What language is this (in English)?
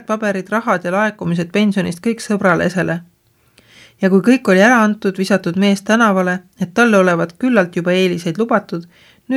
Estonian